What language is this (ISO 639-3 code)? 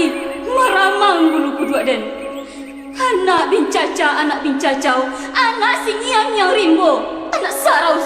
min